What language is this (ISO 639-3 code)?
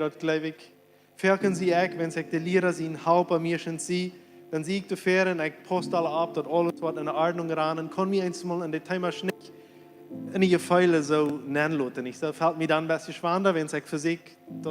pdt